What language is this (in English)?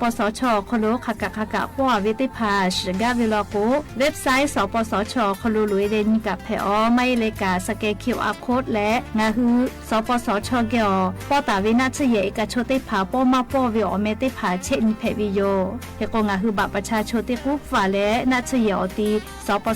Lahu